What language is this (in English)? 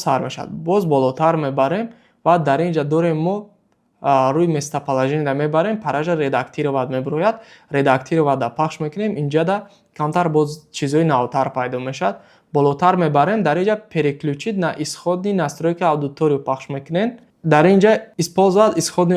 Tajik